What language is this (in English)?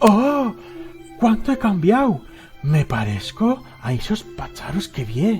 Aragonese